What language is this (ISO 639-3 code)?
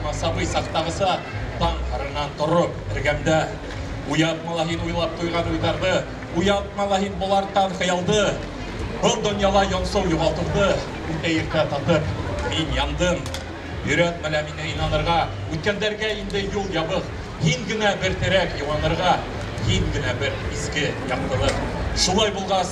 bak